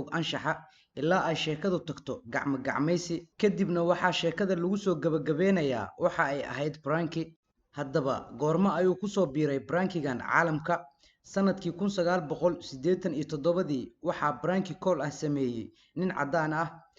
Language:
Somali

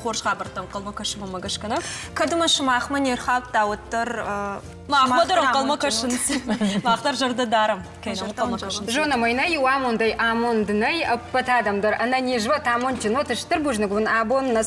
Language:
Ossetic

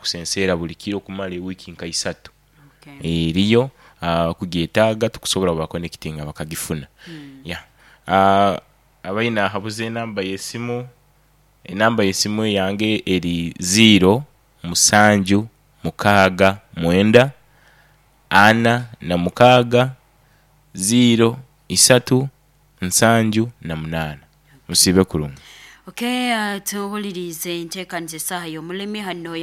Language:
Nyoro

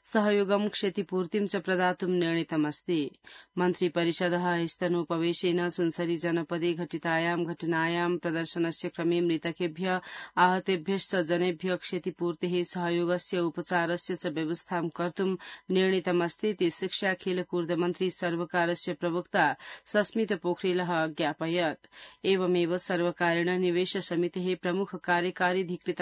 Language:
Sanskrit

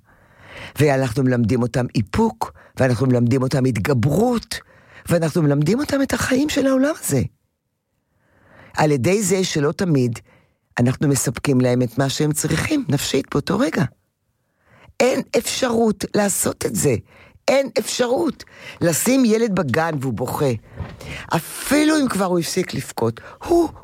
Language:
Hebrew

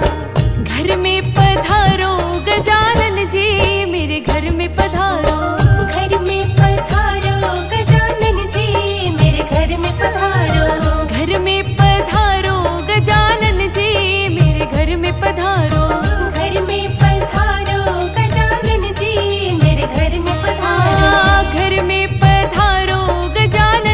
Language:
Hindi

